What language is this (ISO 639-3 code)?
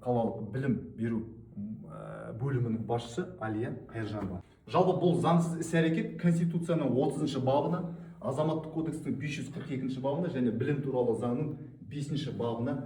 kaz